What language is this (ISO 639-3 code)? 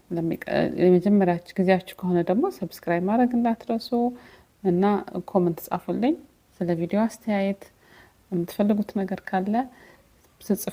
amh